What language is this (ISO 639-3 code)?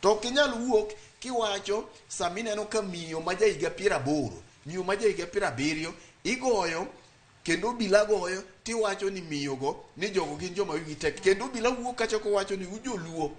luo